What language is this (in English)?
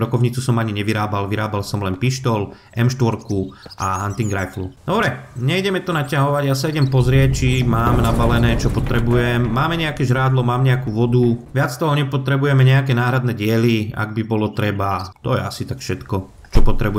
Slovak